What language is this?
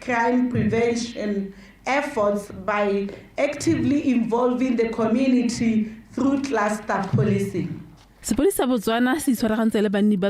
Tswana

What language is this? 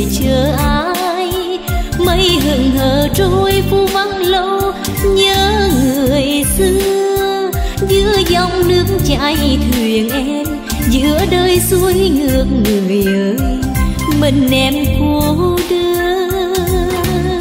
Vietnamese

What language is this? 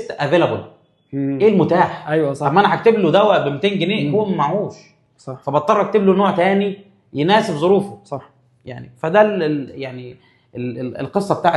Egyptian Arabic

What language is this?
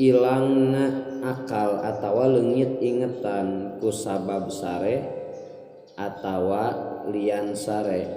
Sundanese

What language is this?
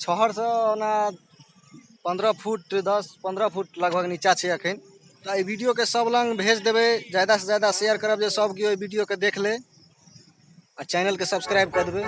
Maithili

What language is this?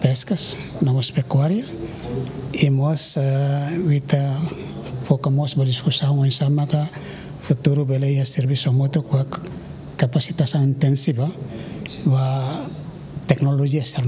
Tetum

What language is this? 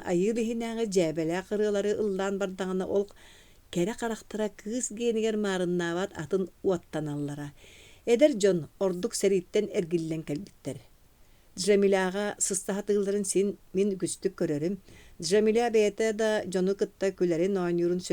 Yakut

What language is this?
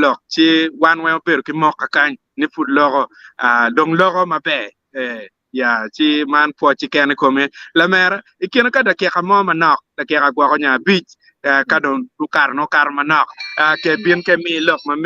Acoli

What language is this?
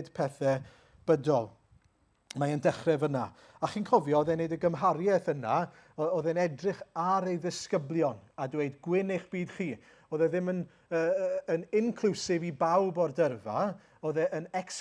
Welsh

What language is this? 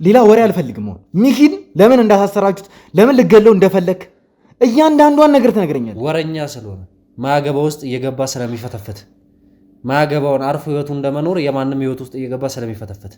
Amharic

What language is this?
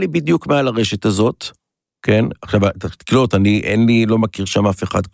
Hebrew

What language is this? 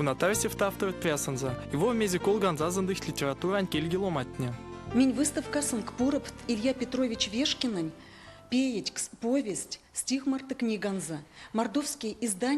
Erzya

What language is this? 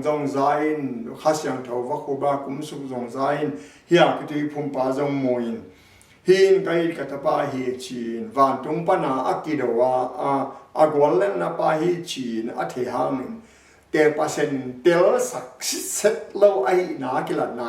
Tedim Chin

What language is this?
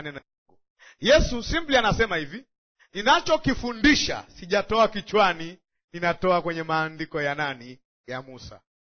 Swahili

